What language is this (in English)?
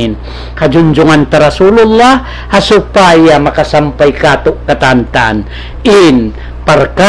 Tausug